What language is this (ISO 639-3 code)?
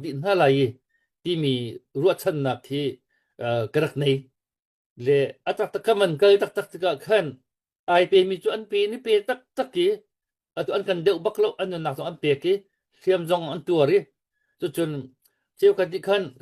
cnh